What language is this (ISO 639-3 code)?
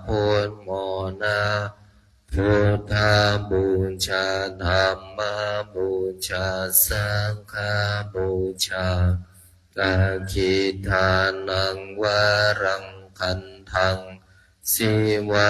pli